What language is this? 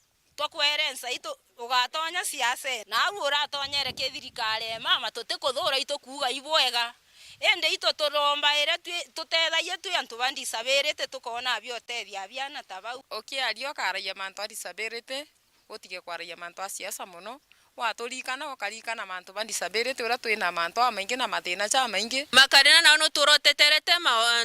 Meru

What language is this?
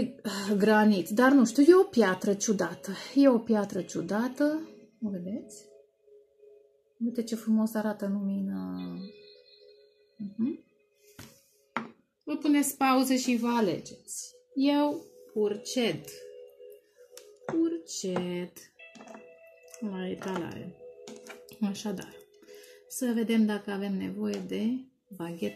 Romanian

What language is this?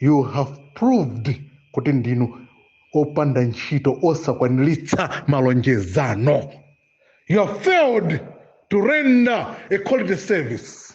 Nyanja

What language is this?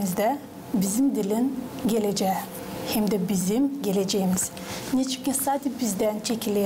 Gagauz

